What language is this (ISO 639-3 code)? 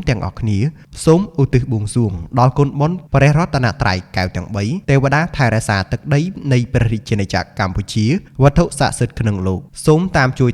khm